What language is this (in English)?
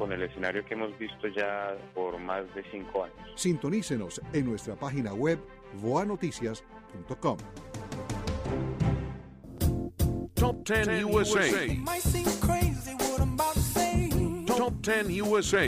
Spanish